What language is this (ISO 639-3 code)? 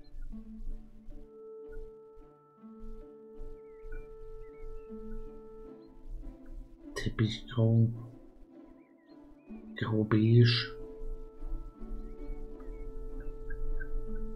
deu